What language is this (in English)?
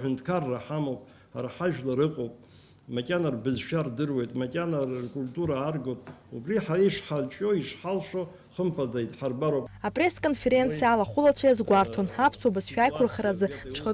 Abkhazian